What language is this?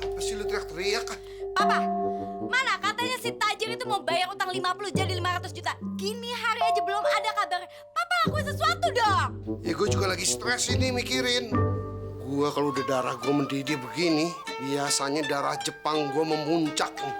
Betawi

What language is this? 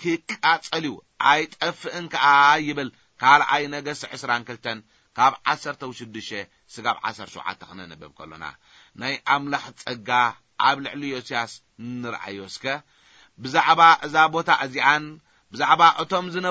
Tigrinya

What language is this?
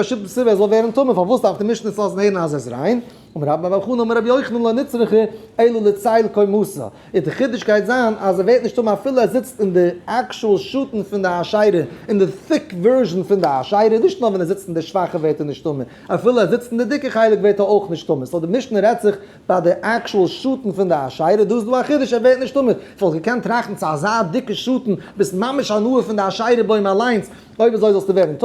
Yiddish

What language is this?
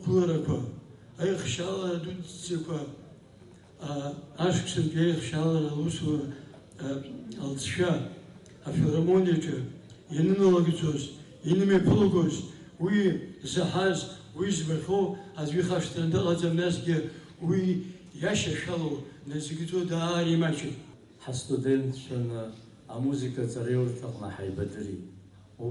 Abkhazian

